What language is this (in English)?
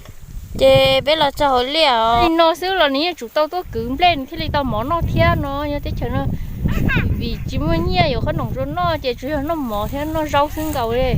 Hmong